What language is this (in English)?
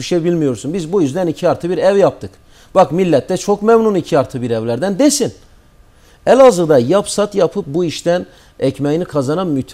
Turkish